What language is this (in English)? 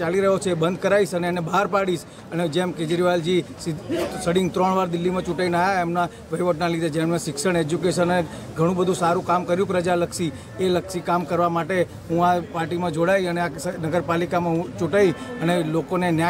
Gujarati